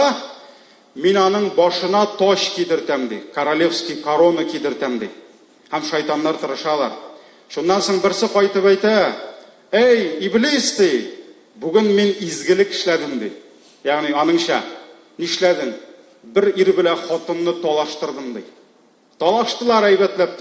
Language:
Tatar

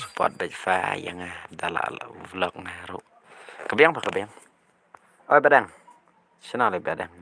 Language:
Khasi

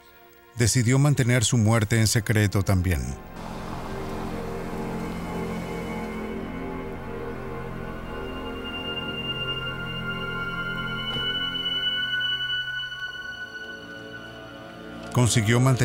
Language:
Spanish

